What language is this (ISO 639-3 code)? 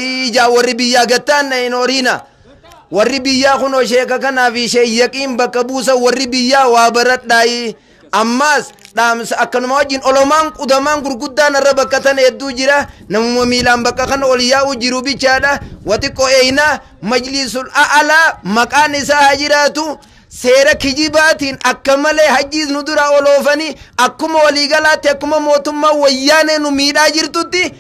orm